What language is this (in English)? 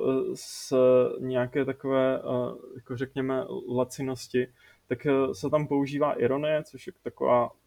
Czech